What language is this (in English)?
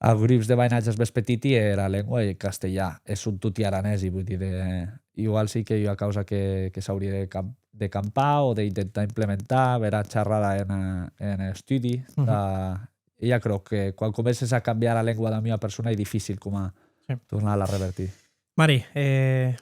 Occitan